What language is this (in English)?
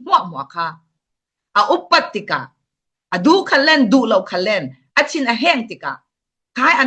Falam Chin